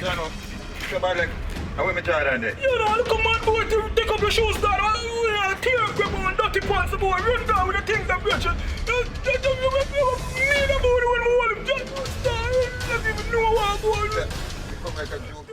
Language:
Jamaican Creole English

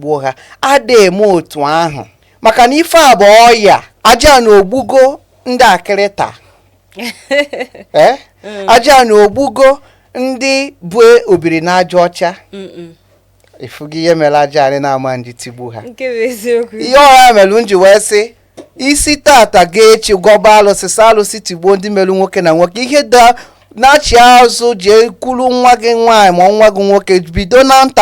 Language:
Igbo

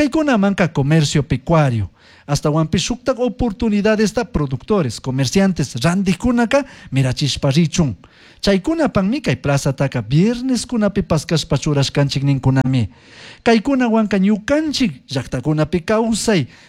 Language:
Chimborazo Highland Quichua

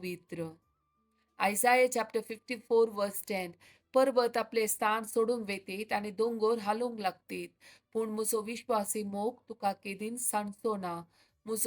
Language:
Konkani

